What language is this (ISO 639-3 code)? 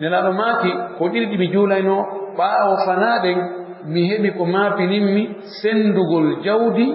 ful